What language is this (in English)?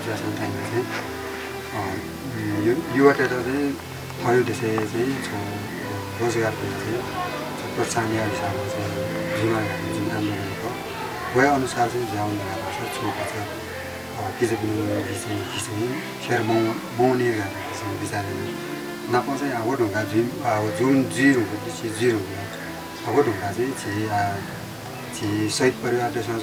Newari